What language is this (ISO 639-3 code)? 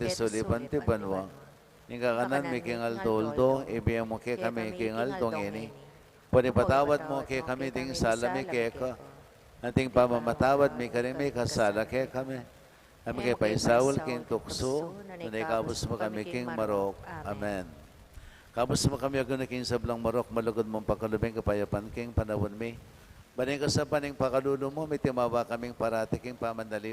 pam